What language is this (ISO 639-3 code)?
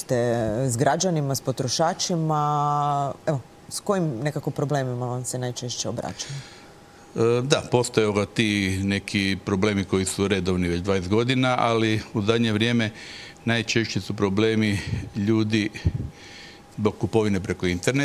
hrv